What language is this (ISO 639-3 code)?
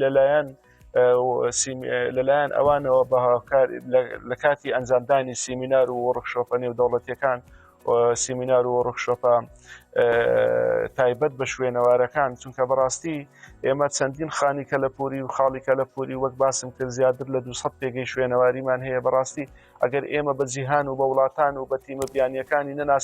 ckb